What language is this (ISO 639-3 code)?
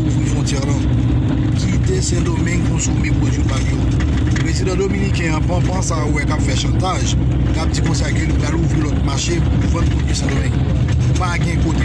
hat